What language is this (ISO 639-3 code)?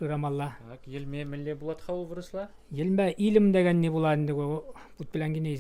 chv